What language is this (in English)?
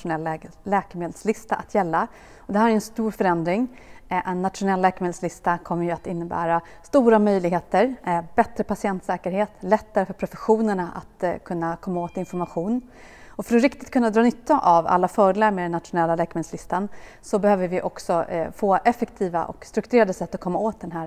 Swedish